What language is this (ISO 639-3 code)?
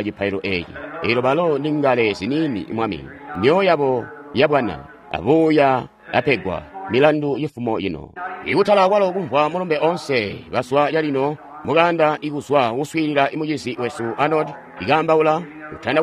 toi